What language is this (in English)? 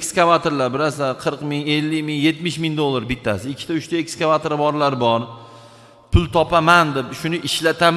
Uzbek